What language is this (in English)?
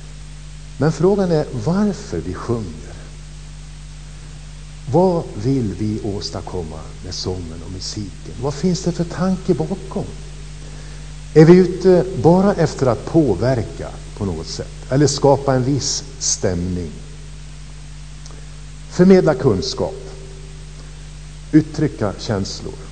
Swedish